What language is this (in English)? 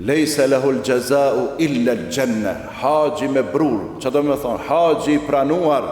Albanian